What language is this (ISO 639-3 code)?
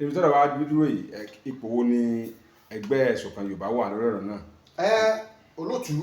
yor